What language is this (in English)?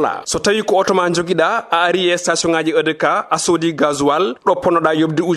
Fula